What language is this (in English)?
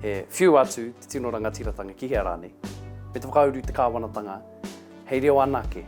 Māori